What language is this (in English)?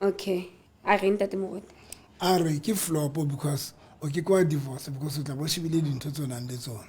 Southern Sotho